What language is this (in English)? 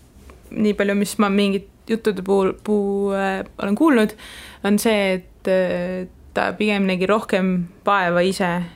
Estonian